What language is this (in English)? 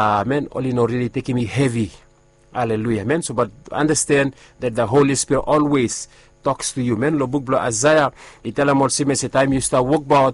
Bislama